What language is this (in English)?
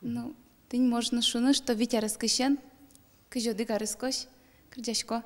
Udmurt